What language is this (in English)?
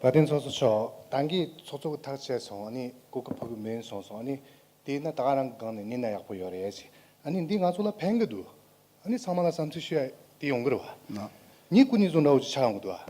Tibetan